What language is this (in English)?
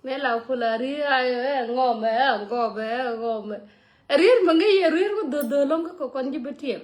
Nuer